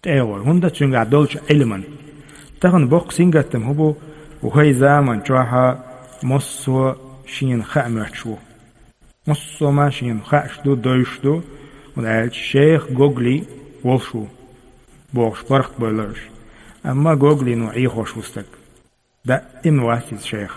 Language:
Chechen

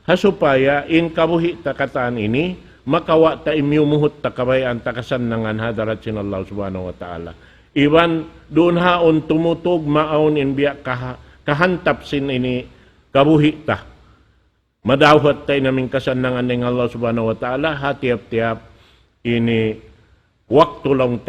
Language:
Tausug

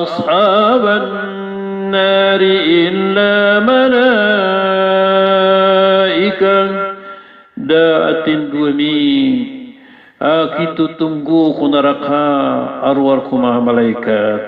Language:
Maranao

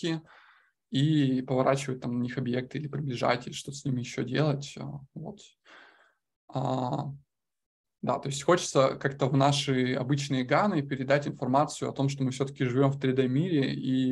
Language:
Russian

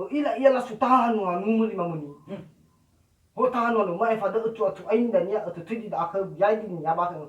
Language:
Nias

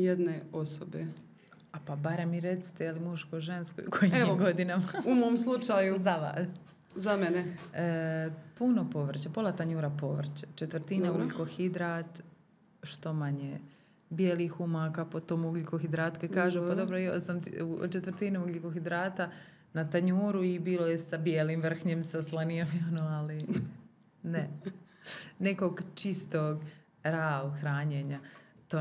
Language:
Croatian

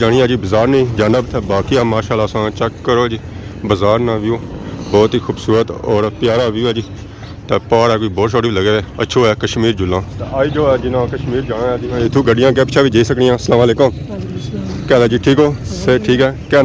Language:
Pahari-Potwari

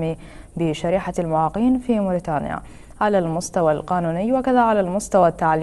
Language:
Arabic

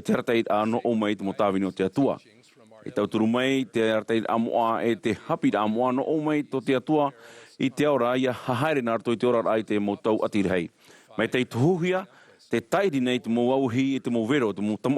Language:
Tahitian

